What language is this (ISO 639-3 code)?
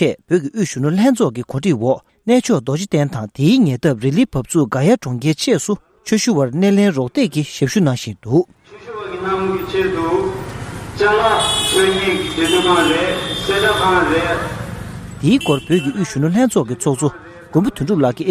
lav